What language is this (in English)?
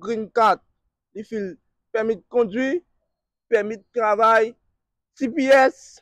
Haitian Creole